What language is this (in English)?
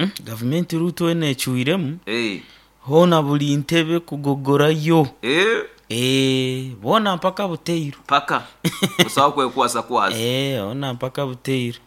Nyoro